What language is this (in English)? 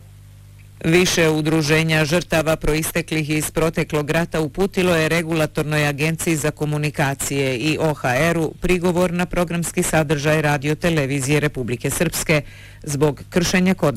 Bosnian